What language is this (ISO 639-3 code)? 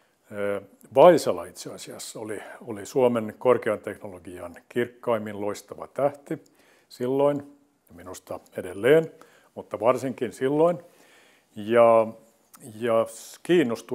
fin